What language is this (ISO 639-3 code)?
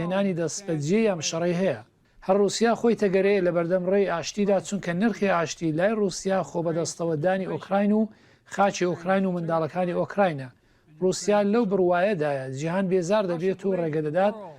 ckb